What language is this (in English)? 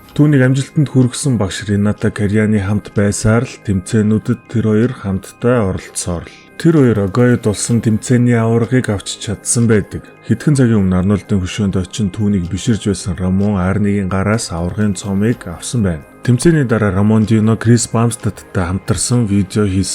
Mongolian